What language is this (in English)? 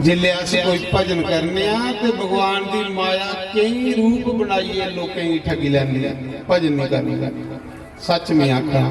Dogri